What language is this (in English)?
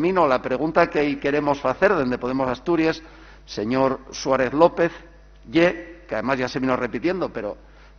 Asturian